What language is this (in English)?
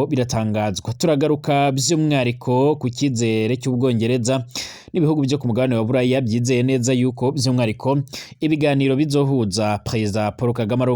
Rundi